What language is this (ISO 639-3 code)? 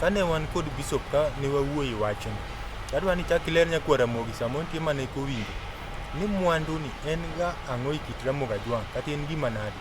luo